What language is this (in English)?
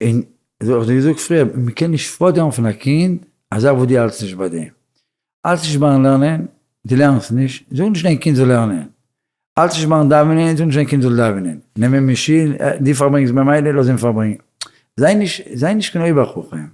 Yiddish